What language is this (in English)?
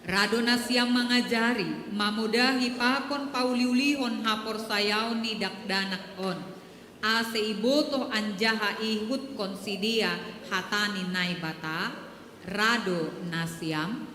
Batak Simalungun